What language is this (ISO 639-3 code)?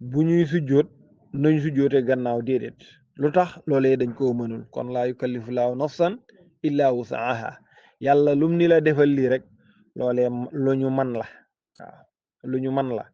wol